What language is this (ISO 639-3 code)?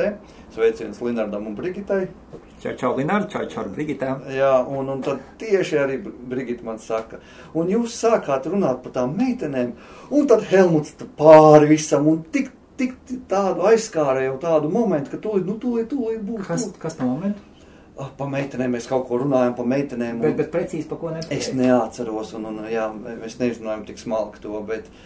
lav